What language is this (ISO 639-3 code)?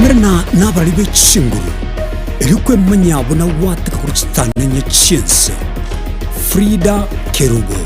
guz